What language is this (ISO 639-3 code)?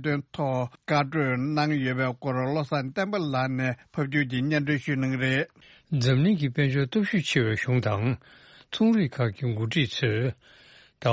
bod